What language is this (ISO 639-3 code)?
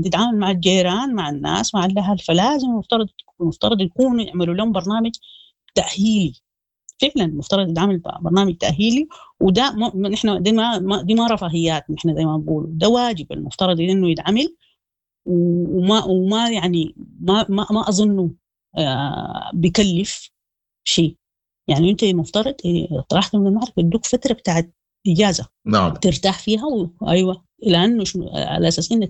apd